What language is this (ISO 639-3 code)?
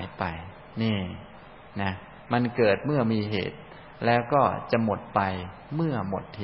tha